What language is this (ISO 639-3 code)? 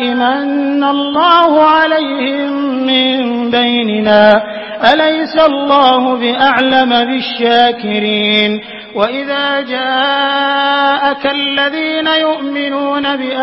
ara